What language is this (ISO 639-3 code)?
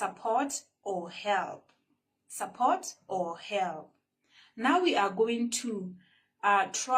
tsn